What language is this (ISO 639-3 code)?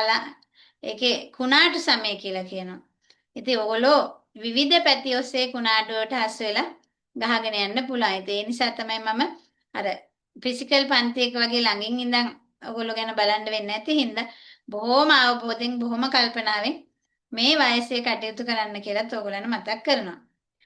sin